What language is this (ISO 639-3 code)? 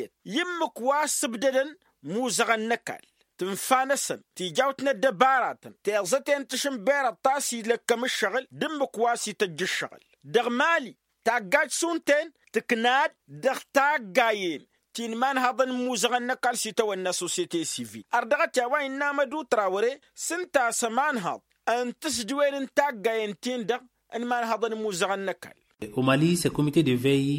taq